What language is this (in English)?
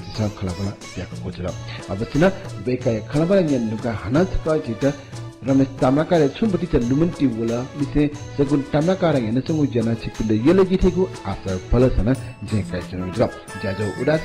Newari